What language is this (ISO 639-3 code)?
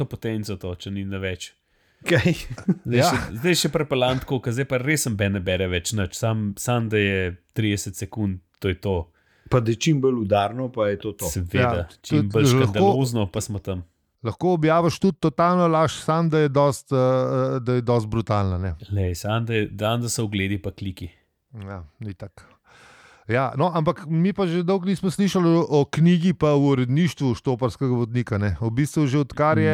slv